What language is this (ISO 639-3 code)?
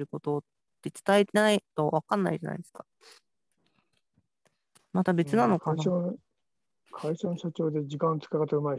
jpn